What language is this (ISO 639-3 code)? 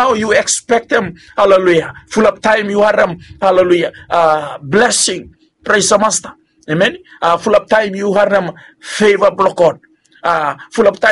bis